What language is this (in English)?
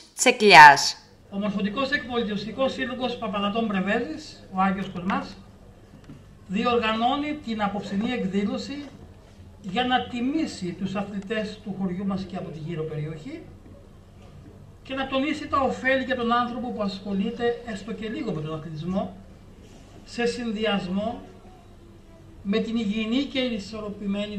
Greek